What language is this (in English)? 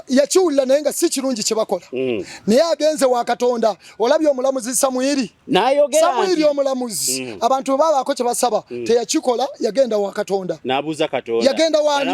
Ganda